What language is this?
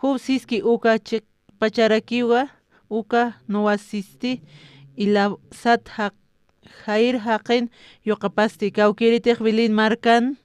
Aymara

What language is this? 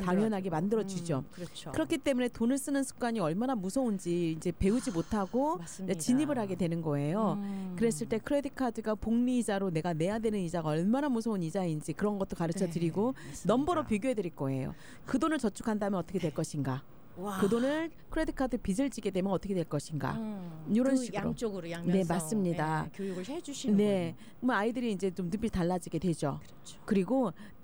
Korean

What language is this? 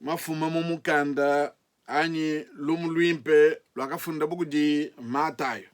Luba-Lulua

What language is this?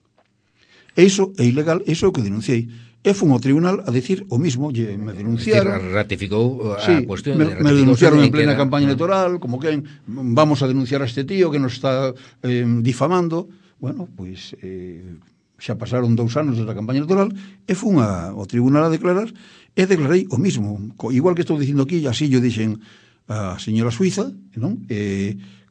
Galician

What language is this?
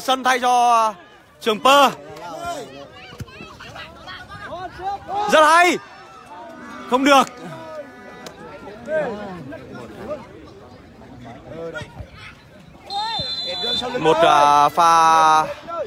Vietnamese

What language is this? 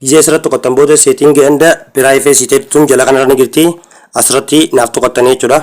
Oromo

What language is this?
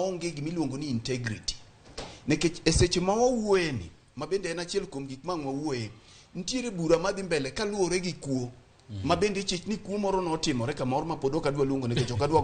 Luo (Kenya and Tanzania)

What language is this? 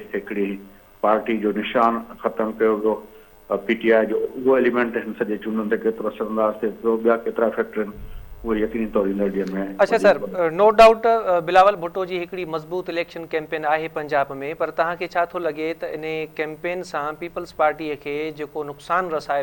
Sindhi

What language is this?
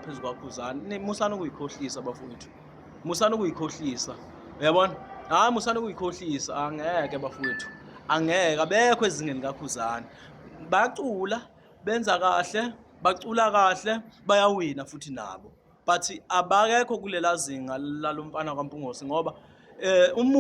Zulu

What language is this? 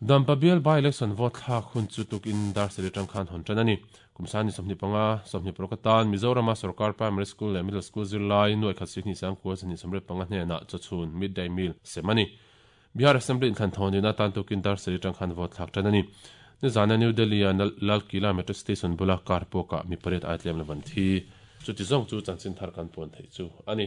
Mizo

